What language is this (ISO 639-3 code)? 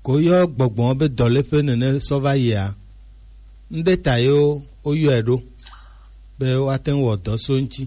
gej